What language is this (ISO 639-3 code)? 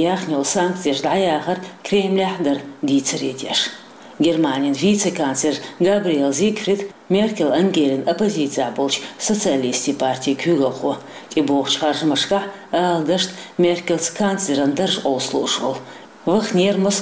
che